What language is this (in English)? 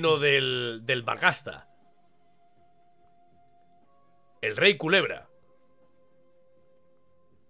Spanish